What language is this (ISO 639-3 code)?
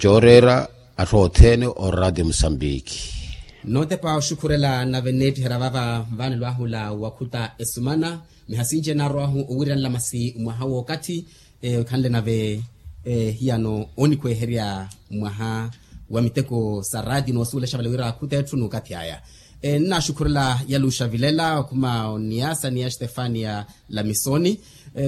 vmw